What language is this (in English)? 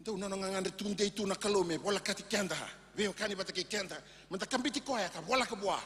Fijian